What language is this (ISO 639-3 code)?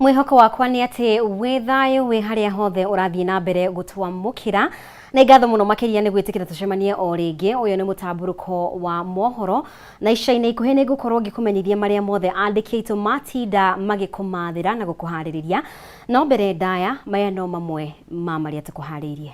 kik